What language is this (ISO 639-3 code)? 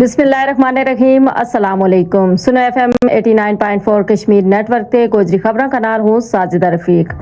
gju